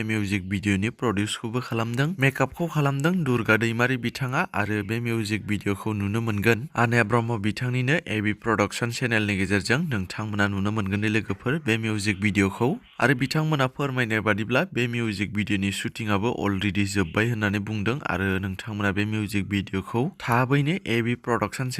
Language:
Bodo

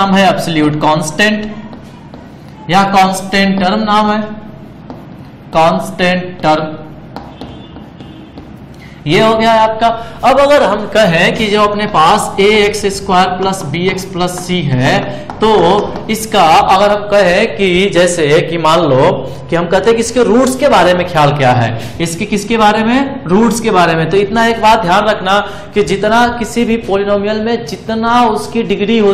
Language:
Hindi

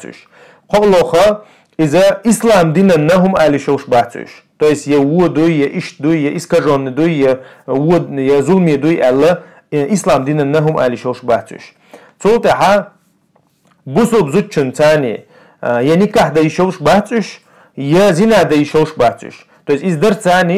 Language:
Chechen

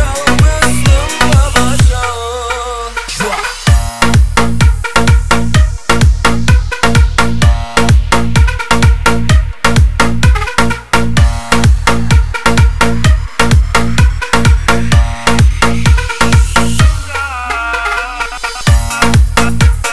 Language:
Turkish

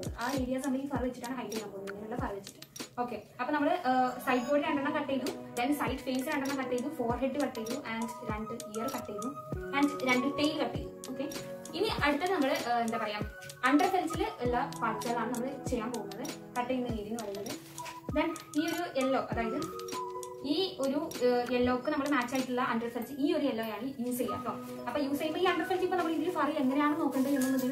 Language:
Malayalam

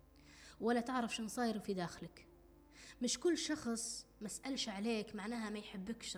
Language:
Arabic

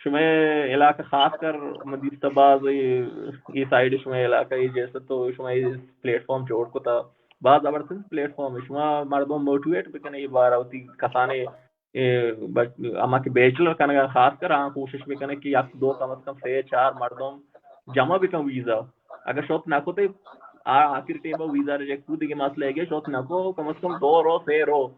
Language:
Baluchi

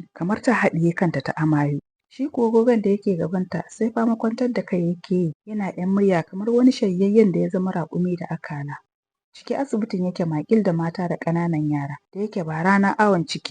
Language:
Hausa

